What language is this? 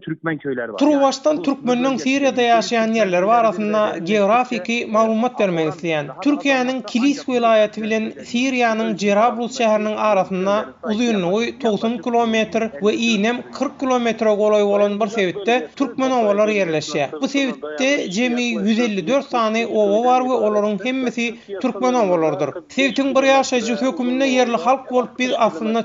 Turkmen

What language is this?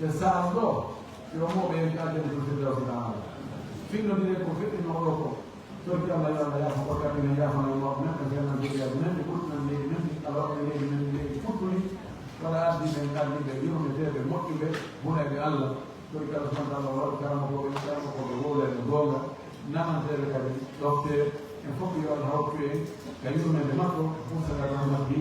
Fula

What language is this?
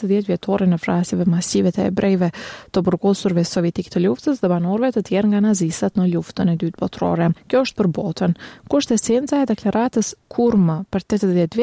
Albanian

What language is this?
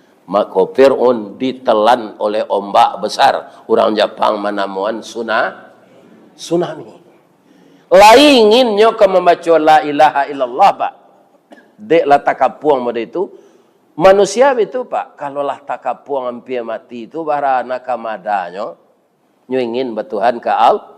Minangkabau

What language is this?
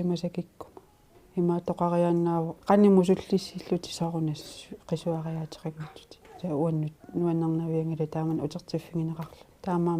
Kalaallisut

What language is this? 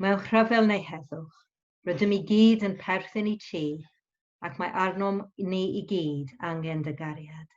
Welsh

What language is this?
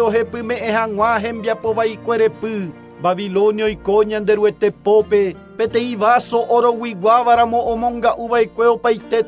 Guarani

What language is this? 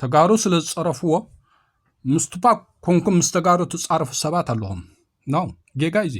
Tigrinya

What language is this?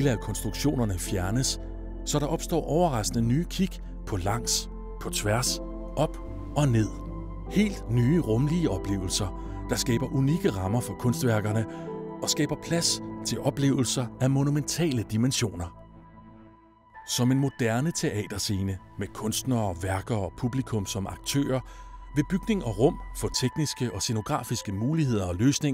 Danish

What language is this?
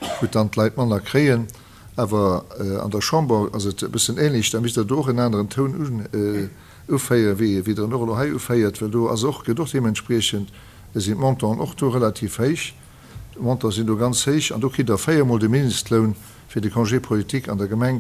Luxembourgish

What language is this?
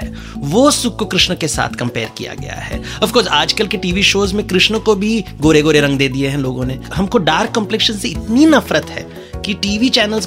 Hindi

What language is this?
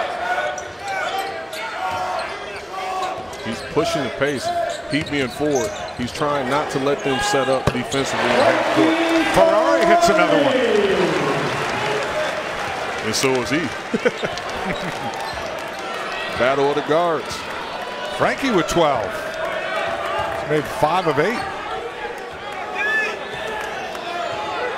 English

